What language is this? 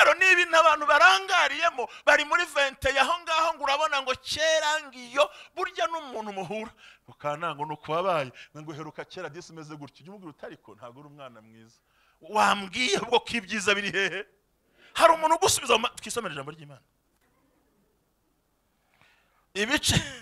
Kinyarwanda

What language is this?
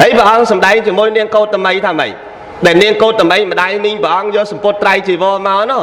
Khmer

